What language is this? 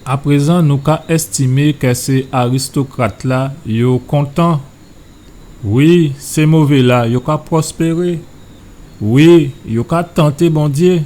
Guadeloupean Creole French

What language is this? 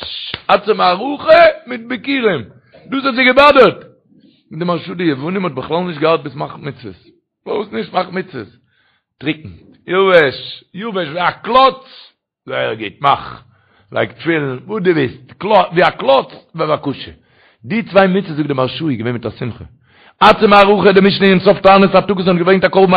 Yiddish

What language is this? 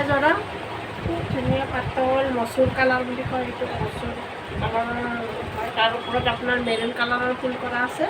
Assamese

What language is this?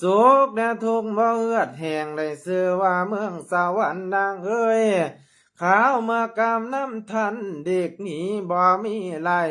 Lao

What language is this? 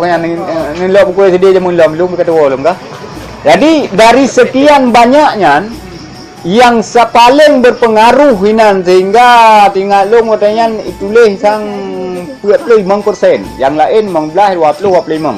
Achinese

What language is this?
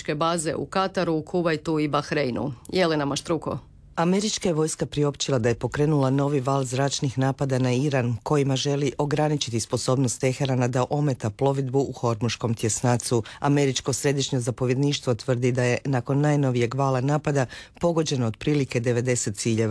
Croatian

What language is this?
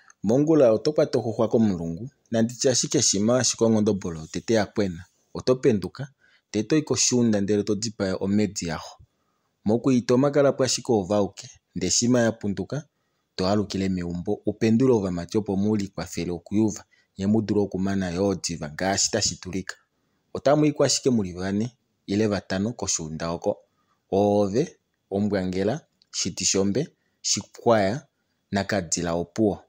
Kuanyama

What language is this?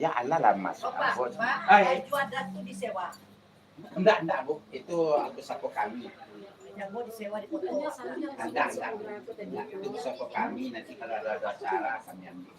Minangkabau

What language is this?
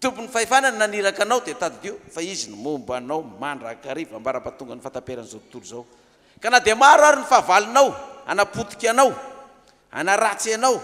Malagasy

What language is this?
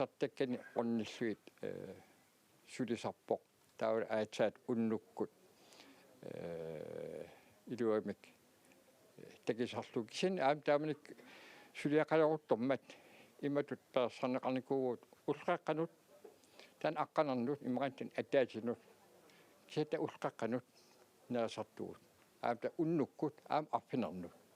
Kalaallisut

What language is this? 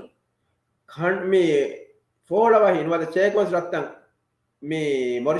Divehi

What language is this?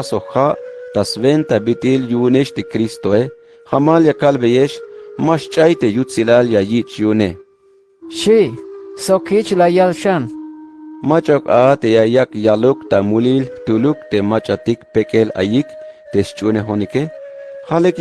Tzeltal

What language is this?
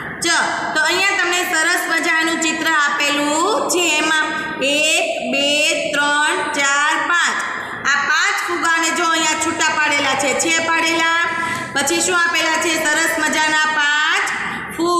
Gujarati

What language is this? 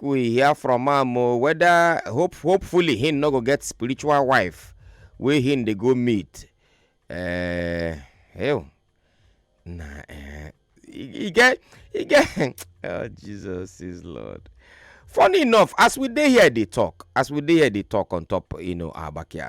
Nigerian Pidgin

